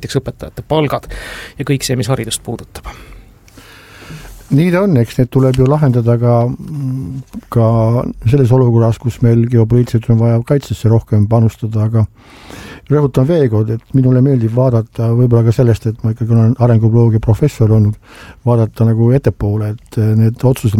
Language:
Estonian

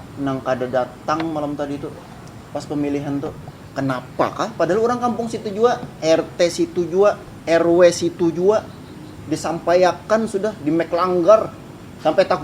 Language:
Banjar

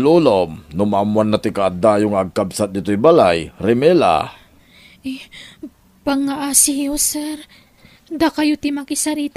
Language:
Iloko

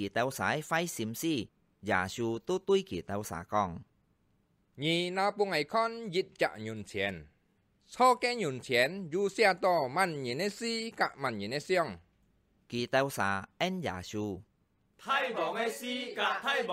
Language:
Hakka Chinese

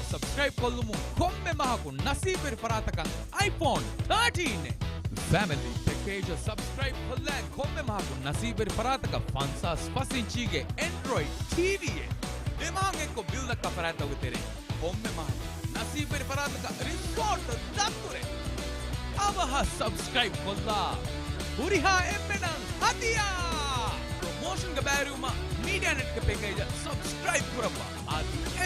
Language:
Divehi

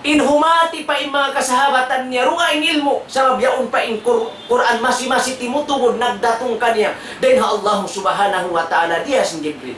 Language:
Tausug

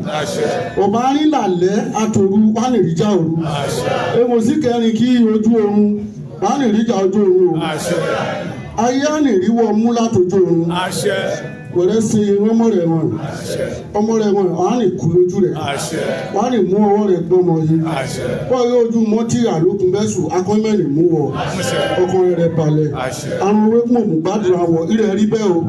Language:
Yoruba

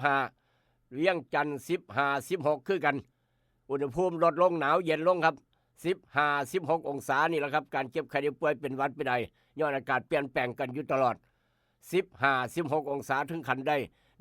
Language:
Northeastern Thai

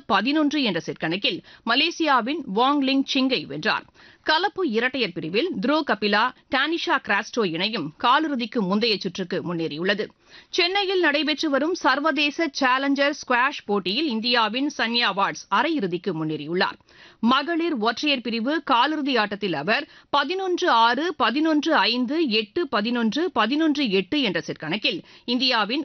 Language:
Tamil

